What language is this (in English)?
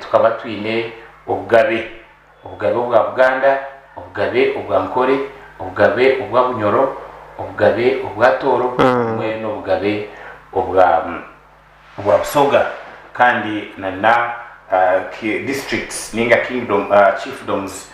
Nyankole